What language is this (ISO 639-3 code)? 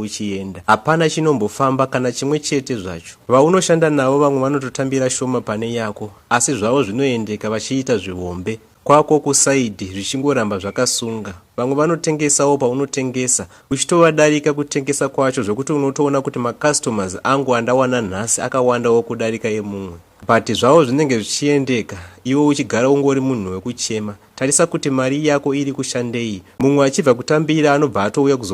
sna